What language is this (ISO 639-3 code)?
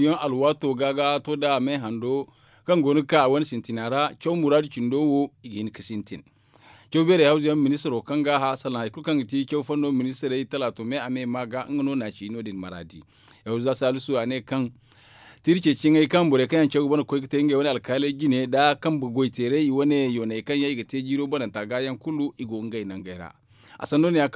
dje